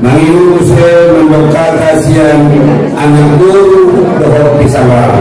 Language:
Batak Angkola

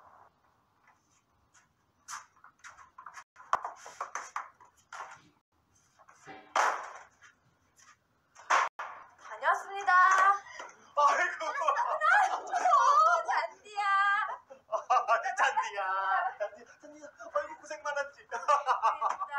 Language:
Korean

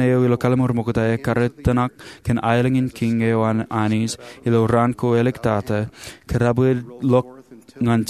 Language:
Marshallese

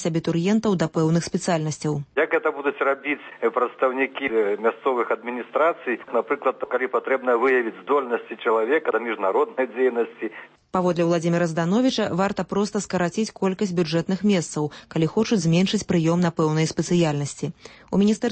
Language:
Belarusian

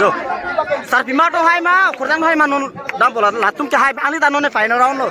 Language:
Karbi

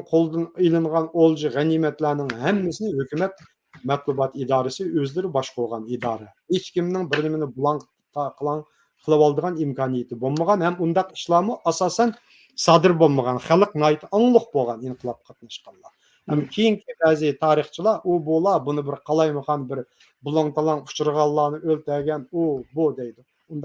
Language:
Uyghur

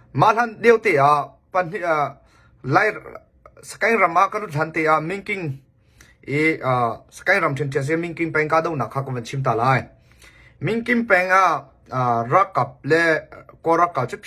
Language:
Hakha Chin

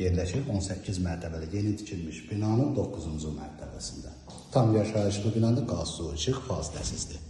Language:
Azerbaijani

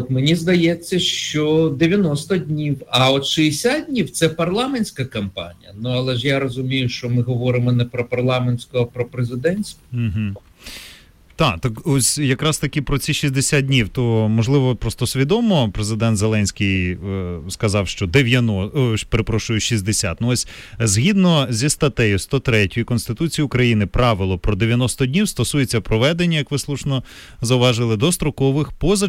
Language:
Ukrainian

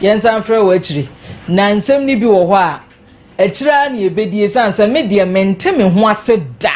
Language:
Akan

